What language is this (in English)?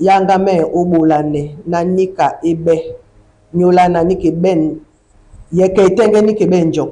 Duala